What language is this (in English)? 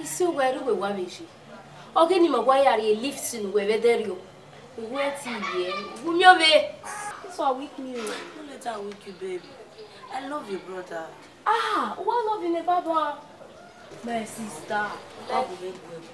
Bini